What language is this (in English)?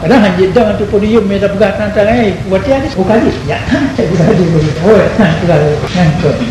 Achinese